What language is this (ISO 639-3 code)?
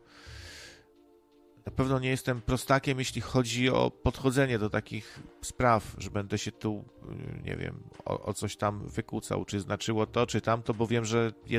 pol